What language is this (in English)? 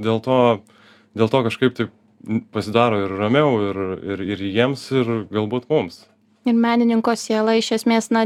Lithuanian